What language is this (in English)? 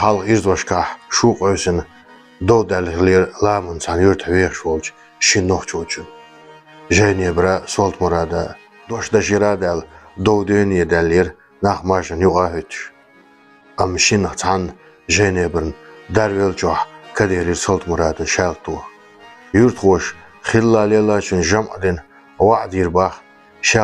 Chechen